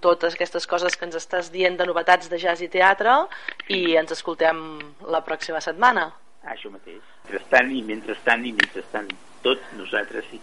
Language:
Catalan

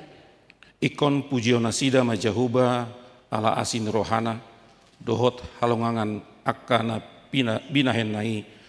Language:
Batak Toba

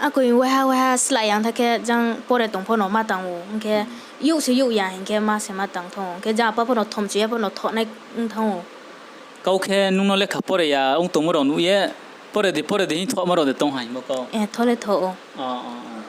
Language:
Riang (India)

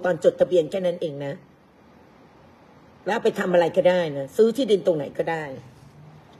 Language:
Thai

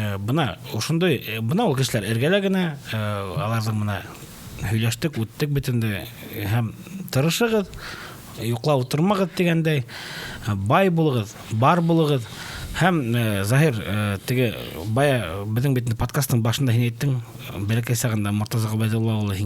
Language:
Bashkir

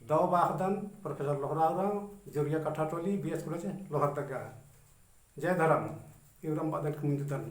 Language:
Kurukh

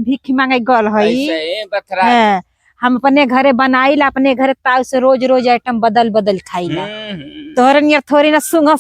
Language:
Bhojpuri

